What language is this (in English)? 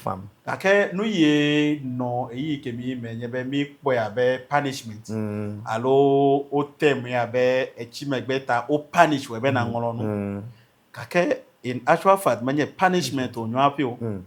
Ewe